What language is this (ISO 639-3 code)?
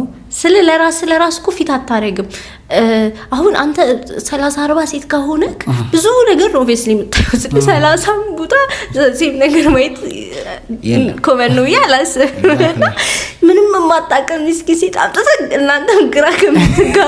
amh